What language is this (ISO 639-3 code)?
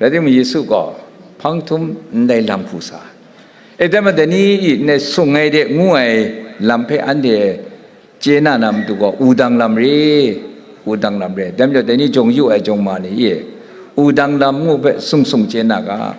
kac